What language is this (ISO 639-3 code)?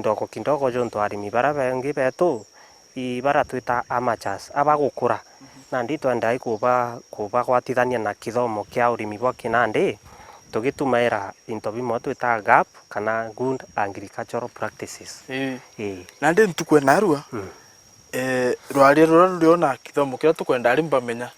mer